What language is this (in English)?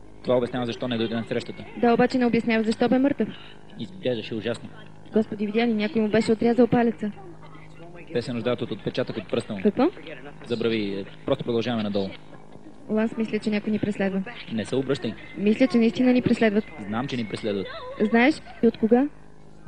Bulgarian